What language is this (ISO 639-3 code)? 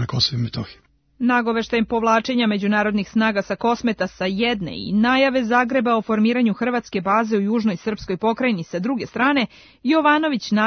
srp